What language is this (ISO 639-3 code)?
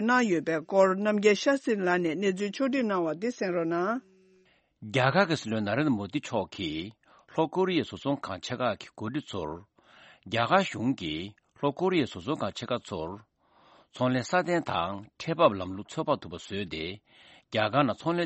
bod